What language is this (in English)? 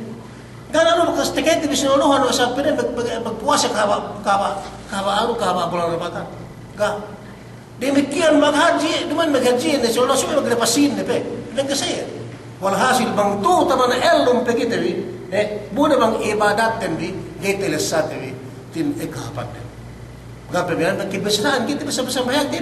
Yakan